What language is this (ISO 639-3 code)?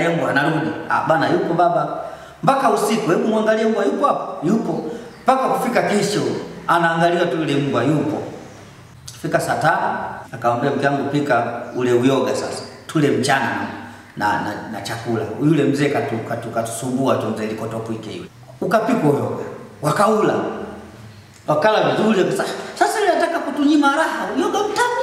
swa